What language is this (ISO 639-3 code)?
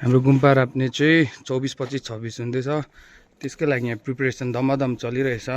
nep